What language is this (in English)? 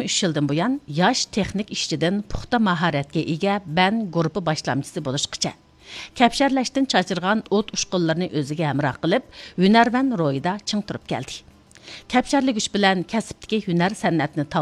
Uyghur